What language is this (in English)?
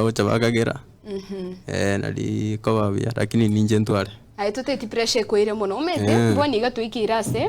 Gusii